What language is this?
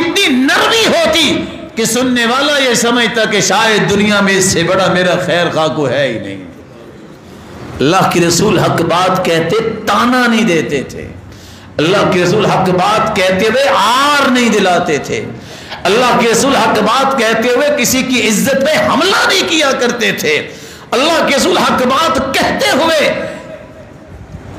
Urdu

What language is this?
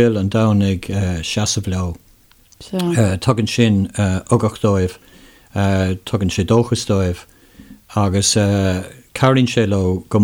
Irish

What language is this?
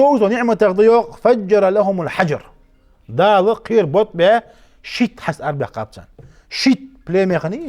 Ingush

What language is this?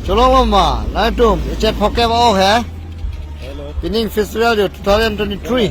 Karbi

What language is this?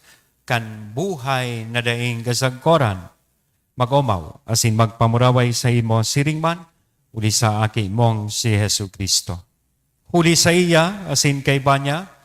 Bikol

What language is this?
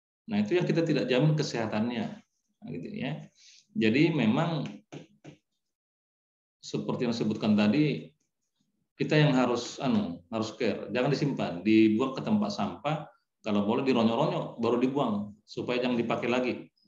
Indonesian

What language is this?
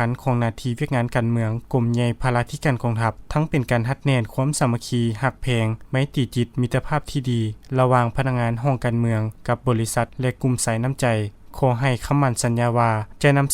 Lao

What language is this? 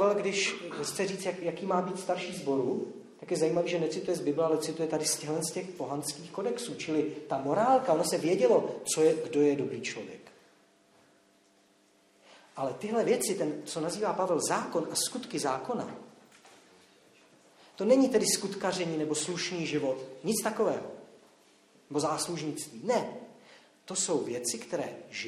Czech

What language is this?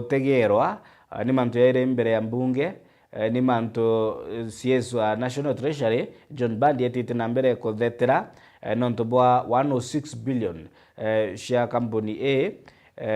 Meru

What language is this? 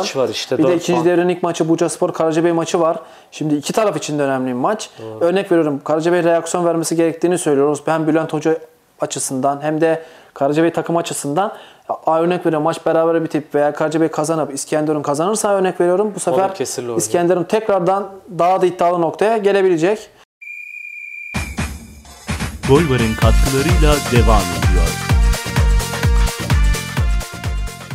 Turkish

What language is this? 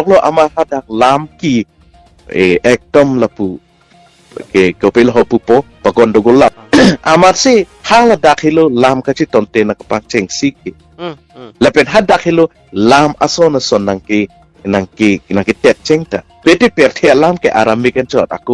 Karbi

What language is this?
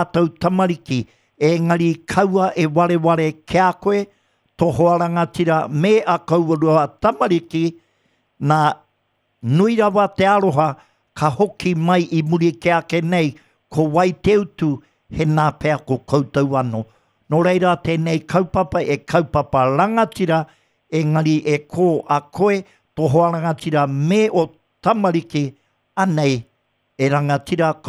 Māori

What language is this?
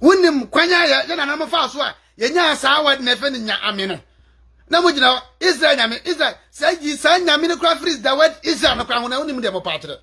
Akan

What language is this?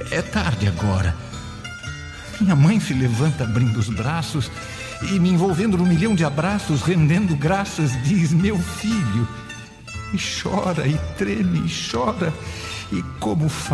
Portuguese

